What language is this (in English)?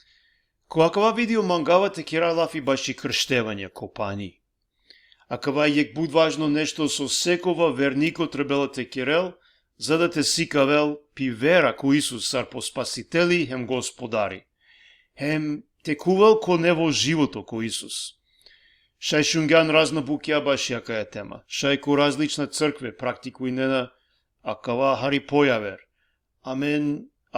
Balkan Romani